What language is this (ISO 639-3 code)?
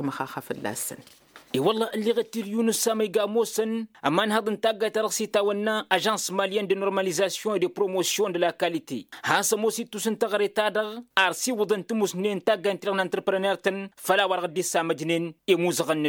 taq